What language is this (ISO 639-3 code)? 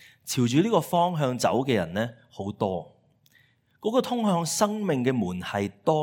yue